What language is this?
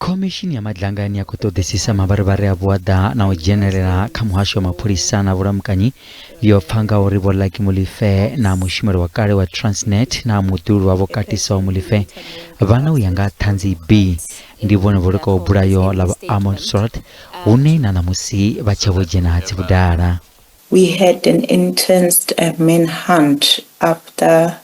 Venda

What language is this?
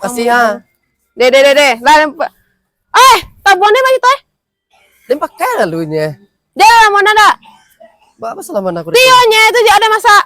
Minangkabau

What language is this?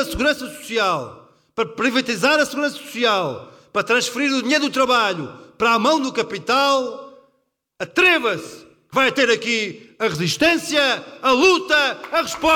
Portuguese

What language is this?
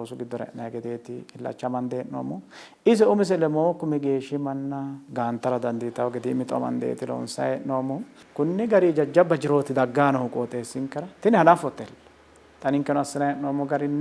Sidamo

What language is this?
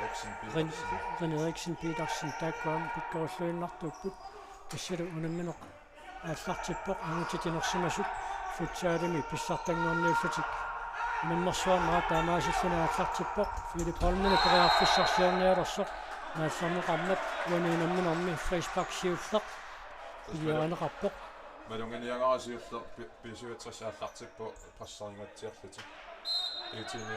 Kalaallisut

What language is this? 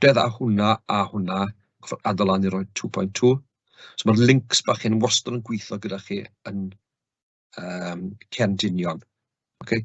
Welsh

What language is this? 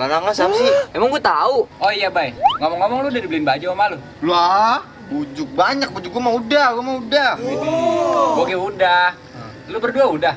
Betawi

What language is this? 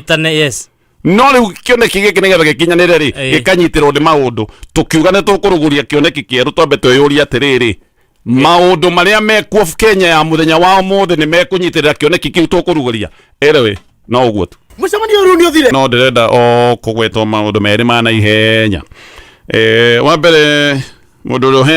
Kikuyu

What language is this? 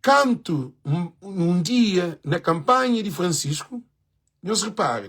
Kabuverdianu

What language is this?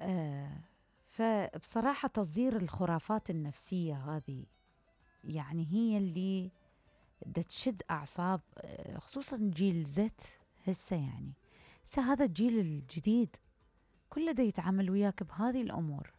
Mesopotamian Arabic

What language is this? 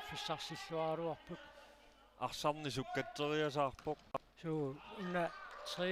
Kalaallisut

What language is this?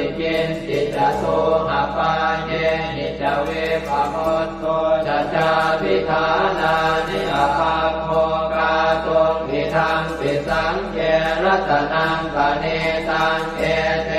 Pali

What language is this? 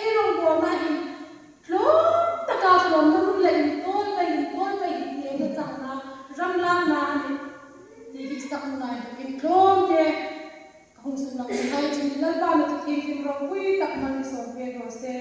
Hmar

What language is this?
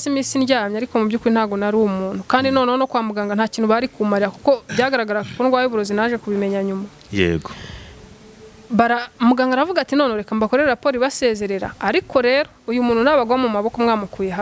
Kinyarwanda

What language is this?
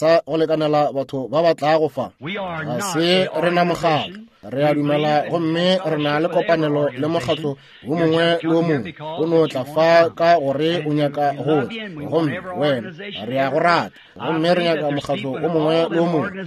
Northern Sotho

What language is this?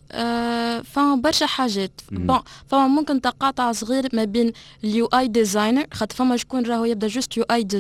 Tunisian Arabic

